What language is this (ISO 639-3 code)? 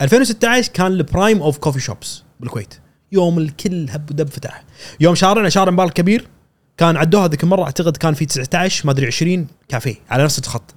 afb